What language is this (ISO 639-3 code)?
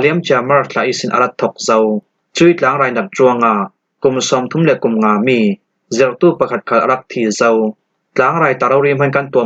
cfm